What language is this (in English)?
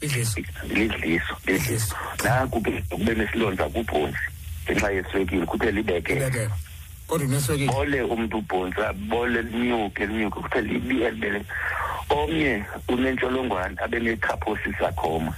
Xhosa